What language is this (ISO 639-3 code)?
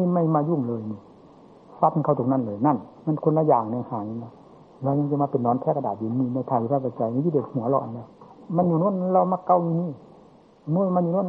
tha